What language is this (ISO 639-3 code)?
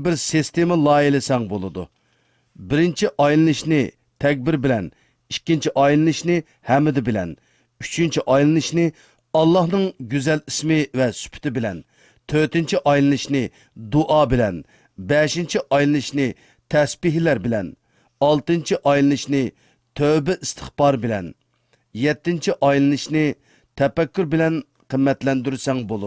uig